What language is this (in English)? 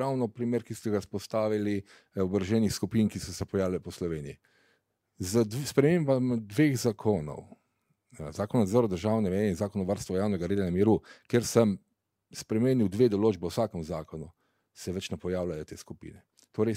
Slovenian